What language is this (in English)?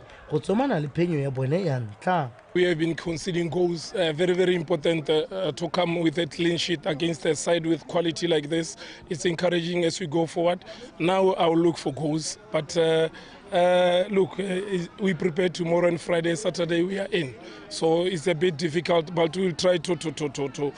Tswana